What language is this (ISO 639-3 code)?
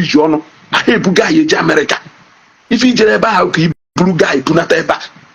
ibo